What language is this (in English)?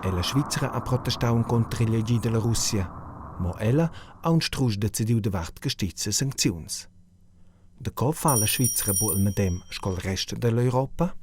Romansh